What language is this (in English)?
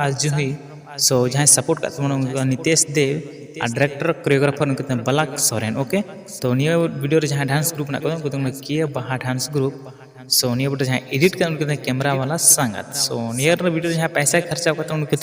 Santali